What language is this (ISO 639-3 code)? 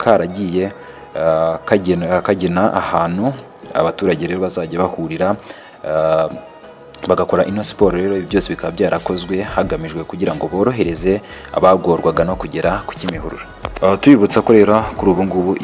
kin